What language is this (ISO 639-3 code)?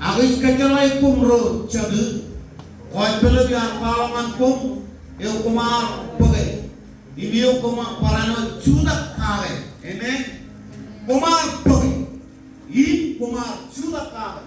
mah